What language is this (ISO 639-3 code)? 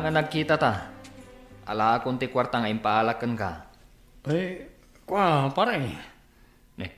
ilo